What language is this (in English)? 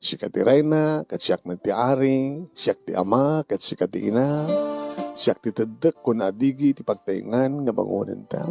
Iloko